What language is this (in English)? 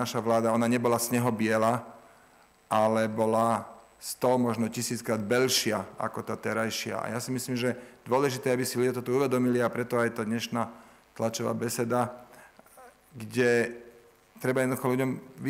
Slovak